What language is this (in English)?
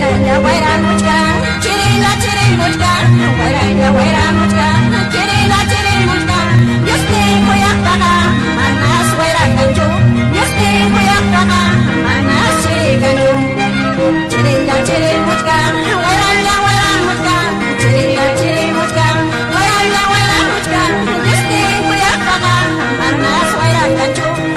Ayacucho Quechua